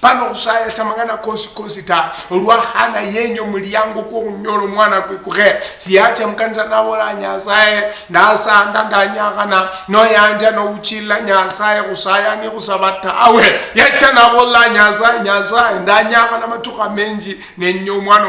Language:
Luyia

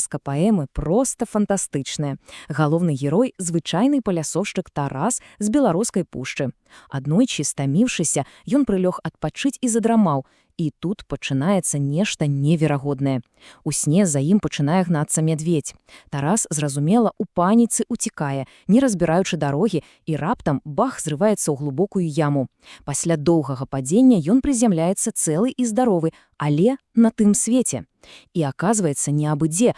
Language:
Belarusian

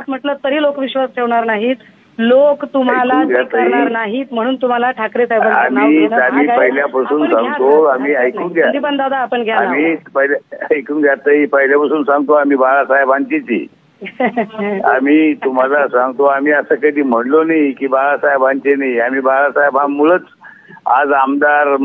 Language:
Marathi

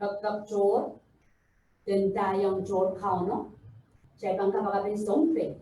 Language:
Pohnpeian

